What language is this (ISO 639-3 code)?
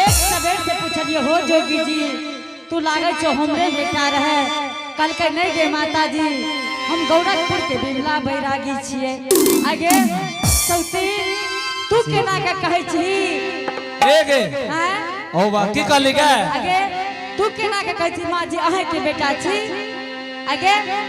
anp